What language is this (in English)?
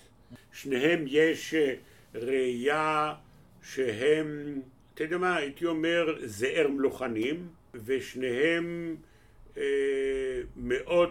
Hebrew